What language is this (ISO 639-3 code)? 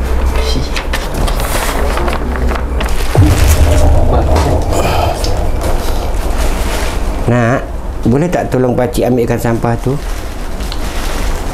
msa